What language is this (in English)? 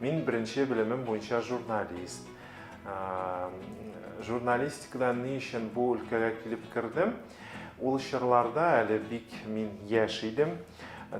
Tatar